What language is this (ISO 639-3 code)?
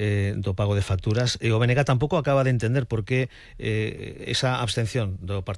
glg